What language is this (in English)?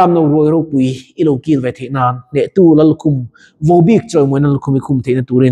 Mizo